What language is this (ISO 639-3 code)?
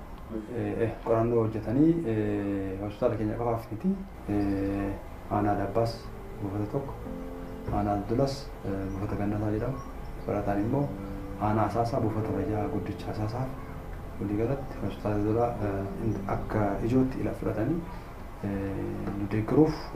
orm